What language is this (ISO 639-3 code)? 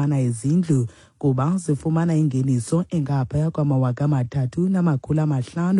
xho